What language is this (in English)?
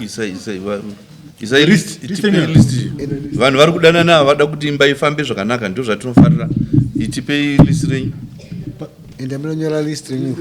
Shona